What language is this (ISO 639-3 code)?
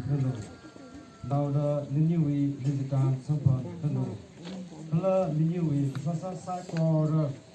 nmf